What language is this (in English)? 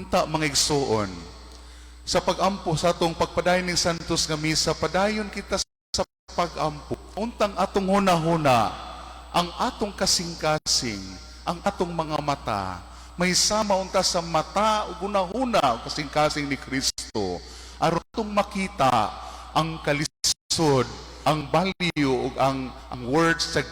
Cebuano